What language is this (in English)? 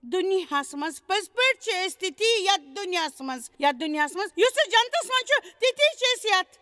Kashmiri